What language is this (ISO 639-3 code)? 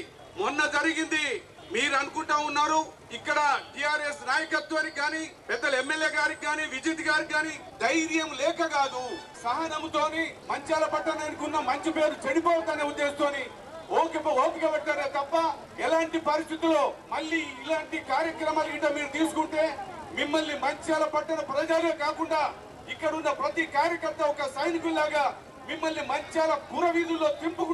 tel